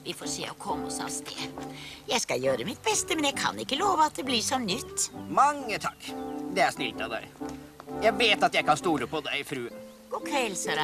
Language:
Norwegian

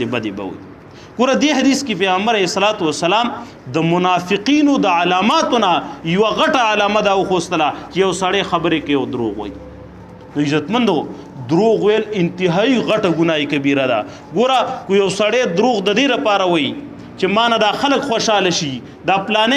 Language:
Pashto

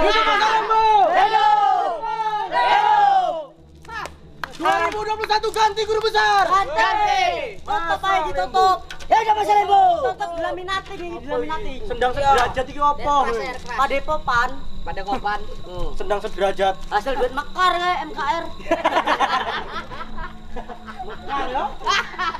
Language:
Indonesian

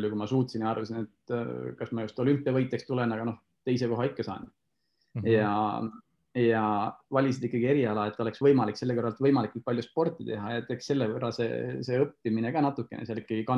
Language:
Estonian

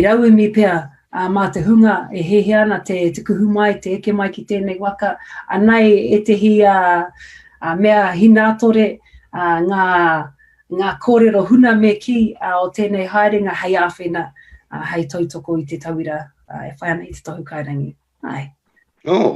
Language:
Māori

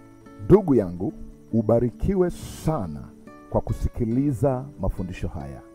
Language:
Swahili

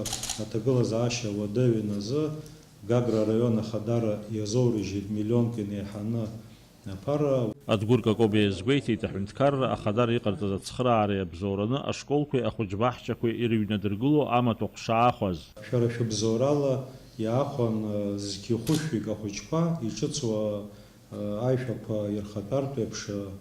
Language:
Abkhazian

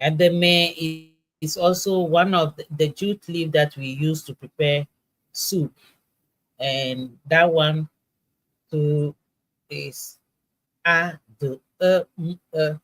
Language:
Ewe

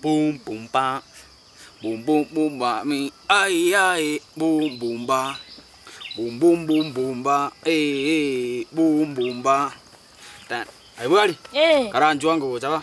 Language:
Gusii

